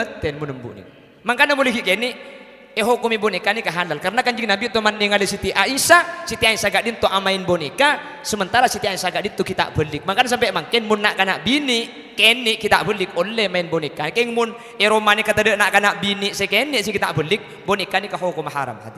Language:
Madurese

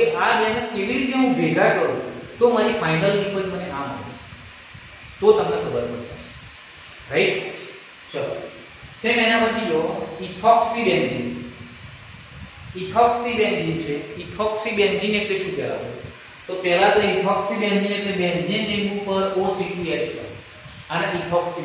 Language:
Gujarati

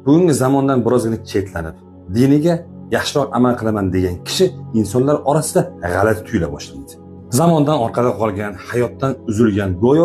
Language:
Uzbek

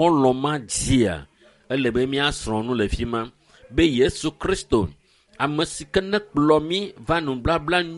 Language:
Ewe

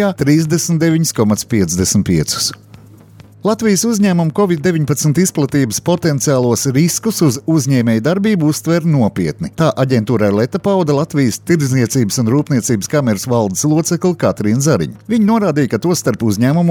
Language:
Latvian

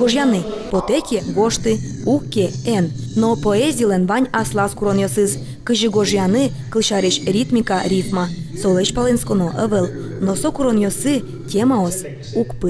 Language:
Udmurt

